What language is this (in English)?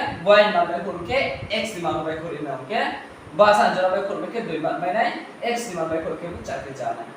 Riang (India)